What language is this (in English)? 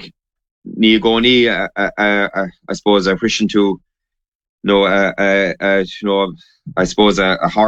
Irish